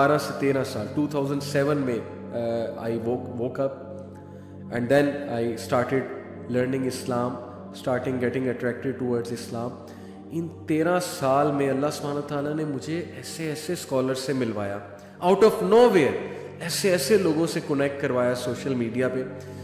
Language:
Urdu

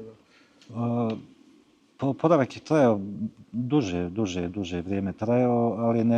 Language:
Bosnian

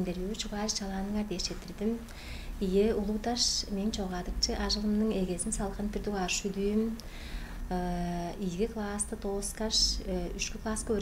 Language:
Tuvinian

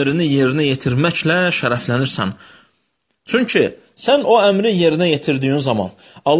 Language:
Azerbaijani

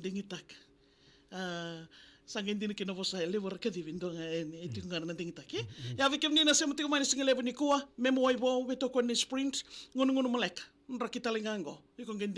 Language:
Fijian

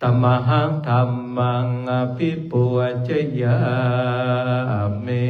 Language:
Pali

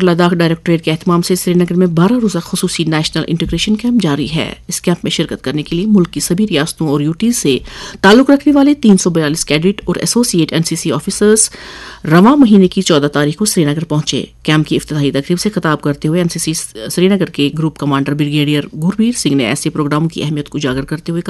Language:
Urdu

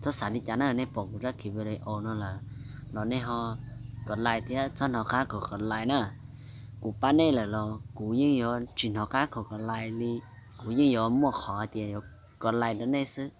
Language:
Hmong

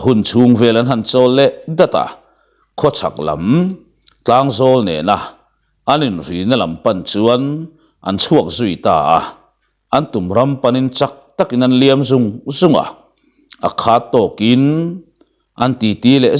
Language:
Mizo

